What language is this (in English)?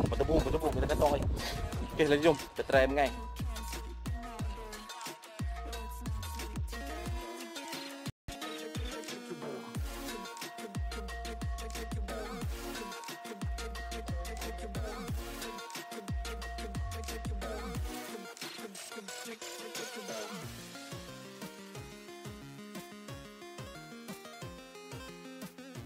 Malay